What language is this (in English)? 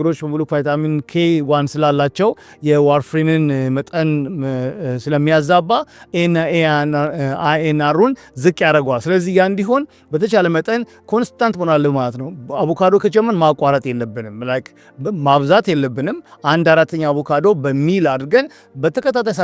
Amharic